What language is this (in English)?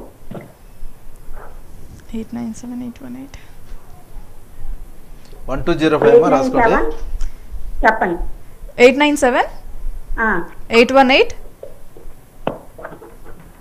Telugu